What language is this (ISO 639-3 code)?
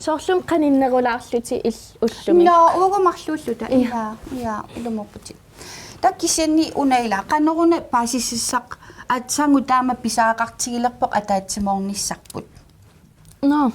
kal